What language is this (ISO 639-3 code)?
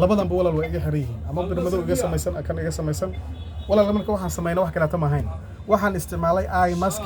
som